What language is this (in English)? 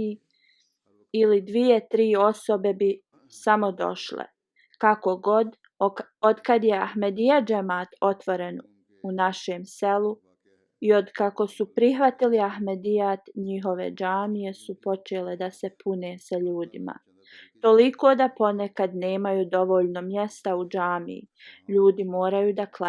Bosnian